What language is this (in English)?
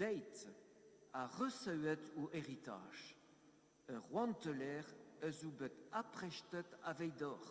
Breton